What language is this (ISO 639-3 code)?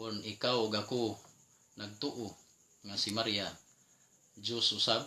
ceb